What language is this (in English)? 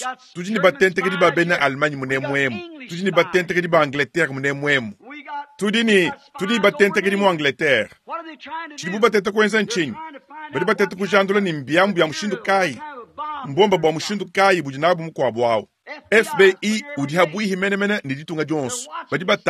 Luba-Lulua